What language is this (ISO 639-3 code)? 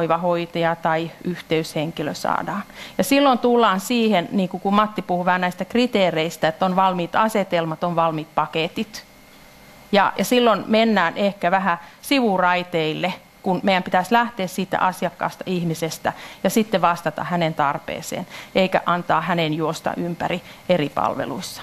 fin